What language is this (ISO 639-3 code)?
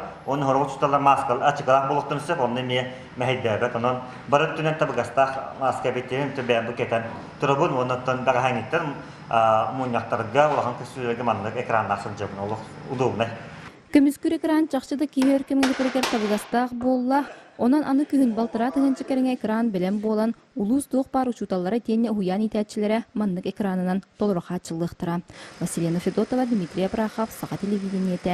sah